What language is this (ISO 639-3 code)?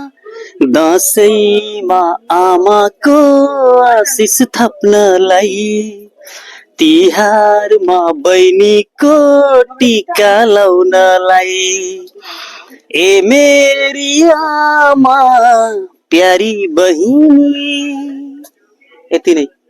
nep